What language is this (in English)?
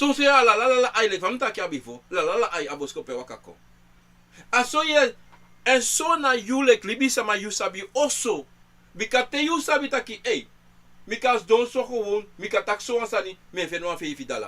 Sranan Tongo